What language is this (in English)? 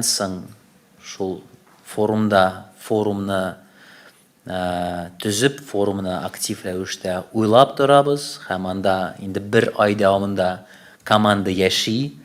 Tatar